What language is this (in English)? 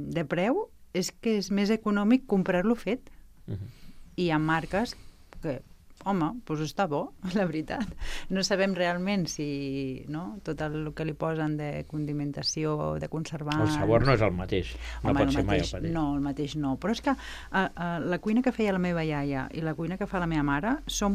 Catalan